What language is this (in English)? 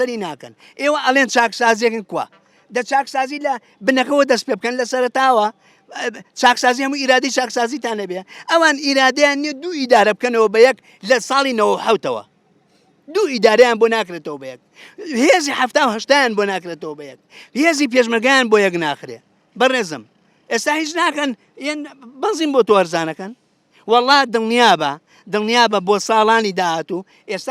Central Kurdish